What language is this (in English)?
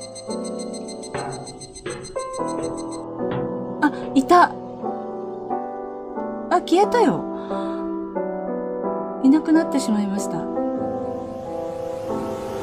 Japanese